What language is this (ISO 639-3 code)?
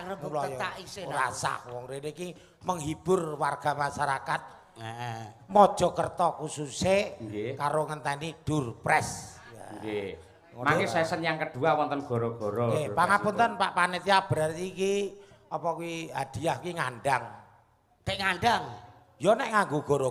jav